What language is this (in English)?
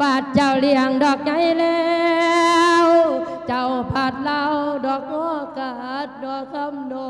Lao